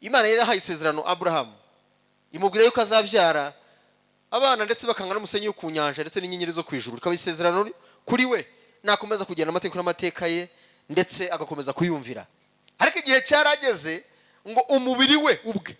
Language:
Kinyarwanda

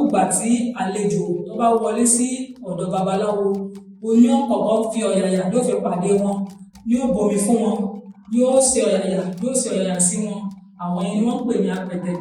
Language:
Yoruba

